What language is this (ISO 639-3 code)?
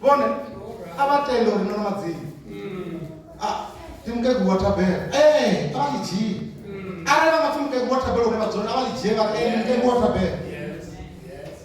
ven